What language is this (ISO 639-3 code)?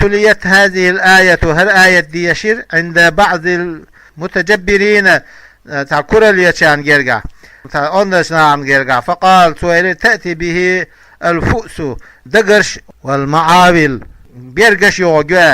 che